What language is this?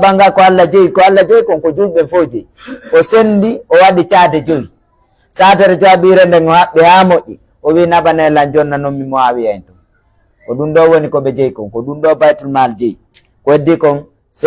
Fula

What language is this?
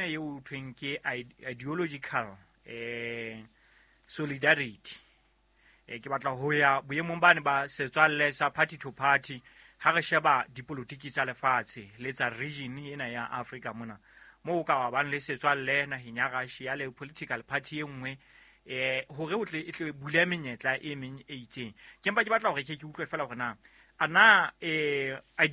Southern Sotho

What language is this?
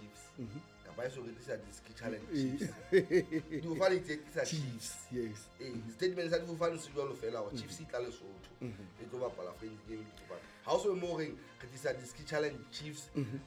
Southern Sotho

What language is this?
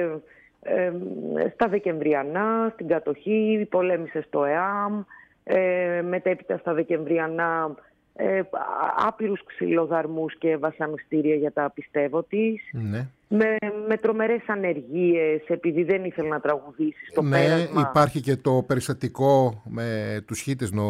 Greek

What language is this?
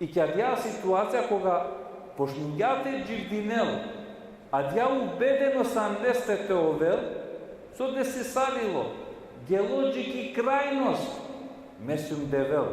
Balkan Romani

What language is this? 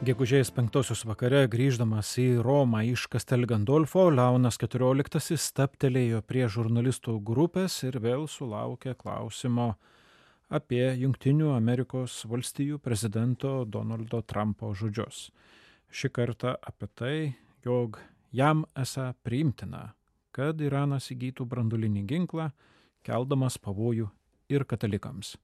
Lithuanian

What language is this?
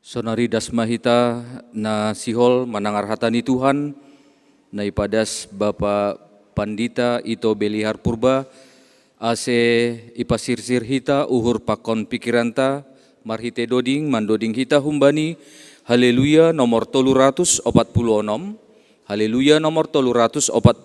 Batak Simalungun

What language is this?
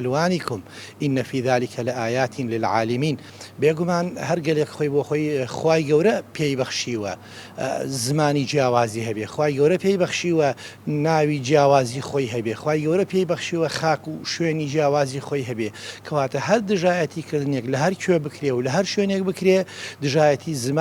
Central Kurdish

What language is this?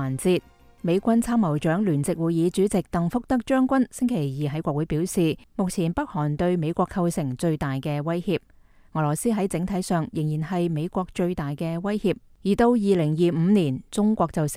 Cantonese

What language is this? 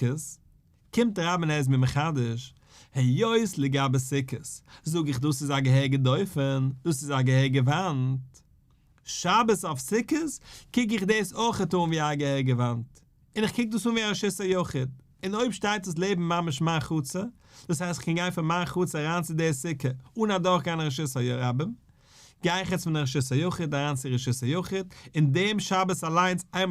Yiddish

